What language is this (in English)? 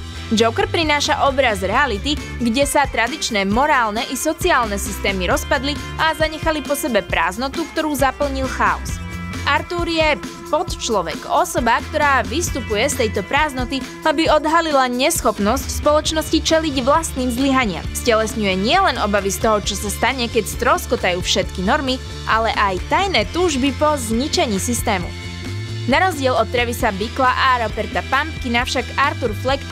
Slovak